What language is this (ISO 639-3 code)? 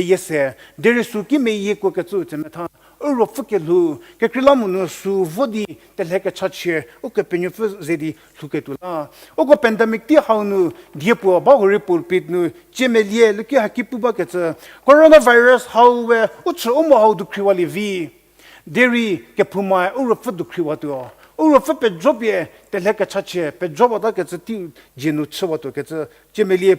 njm